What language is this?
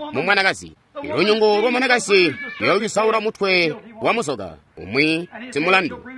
Tonga (Zambia)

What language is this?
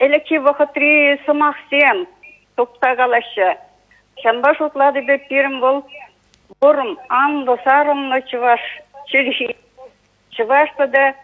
Chuvash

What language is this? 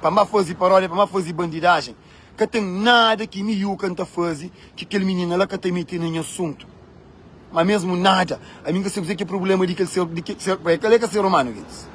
Kabuverdianu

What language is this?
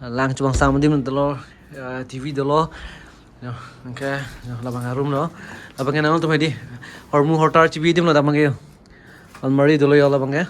Karbi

